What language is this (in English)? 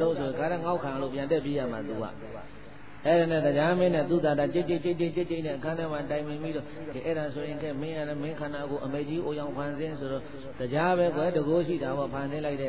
Burmese